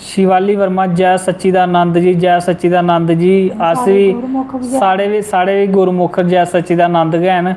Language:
Dogri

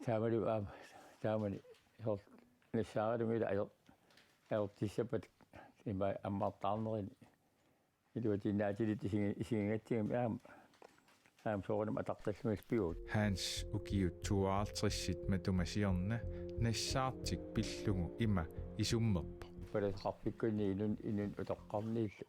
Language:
Kalaallisut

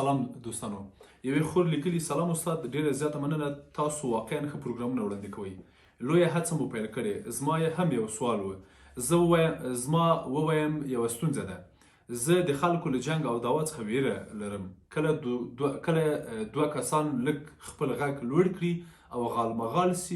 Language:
Pashto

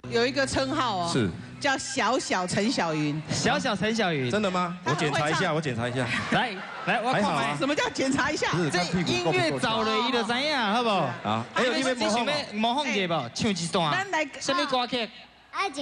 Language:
Min Nan Chinese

